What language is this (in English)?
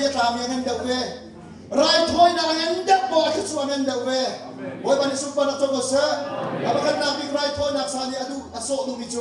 Hakha Chin